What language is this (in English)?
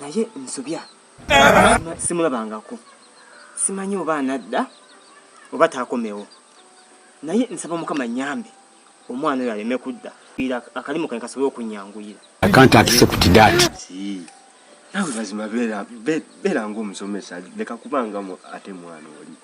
Ganda